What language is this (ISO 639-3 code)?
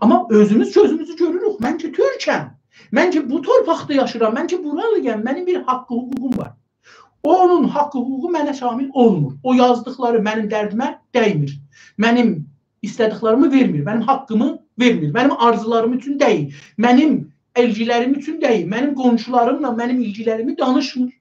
azb